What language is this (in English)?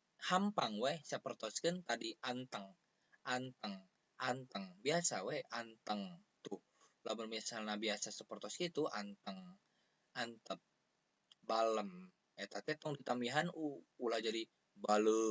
Sundanese